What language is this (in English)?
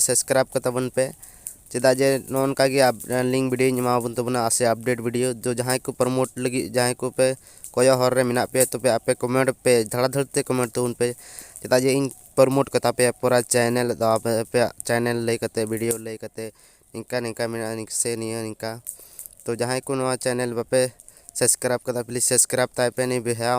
Santali